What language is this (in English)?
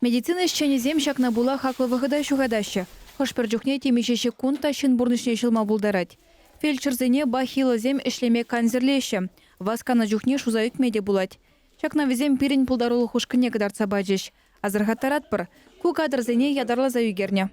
Chuvash